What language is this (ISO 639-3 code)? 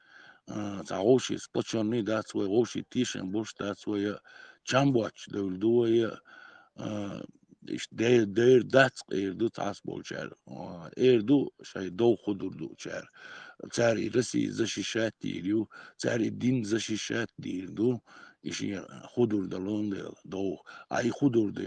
che